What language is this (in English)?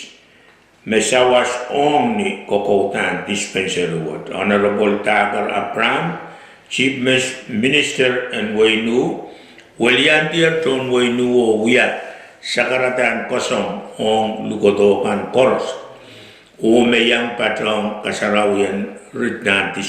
Pohnpeian